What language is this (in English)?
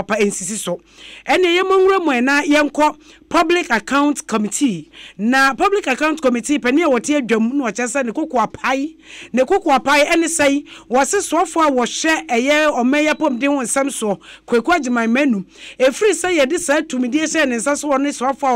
Akan